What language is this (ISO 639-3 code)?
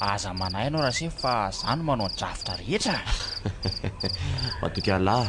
mlg